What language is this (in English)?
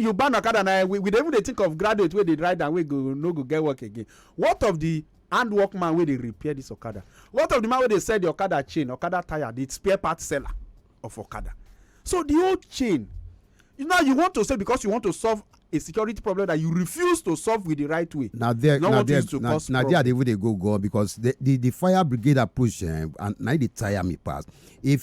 Nigerian Pidgin